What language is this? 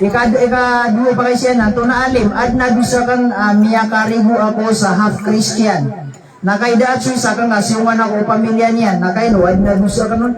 Maranao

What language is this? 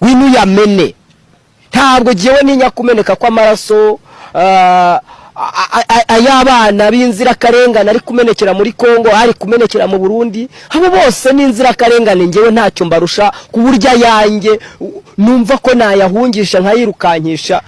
Kinyarwanda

